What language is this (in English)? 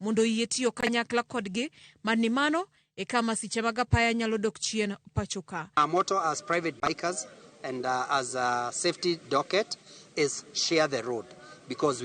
Luo (Kenya and Tanzania)